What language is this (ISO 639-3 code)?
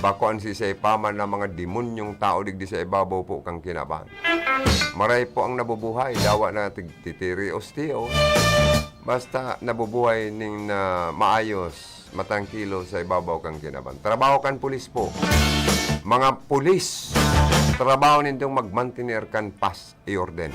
bik